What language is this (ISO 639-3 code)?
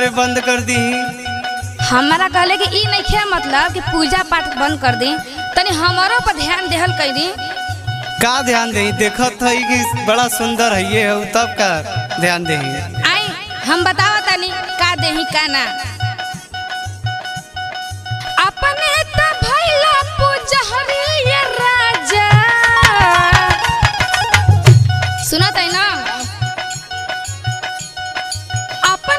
bho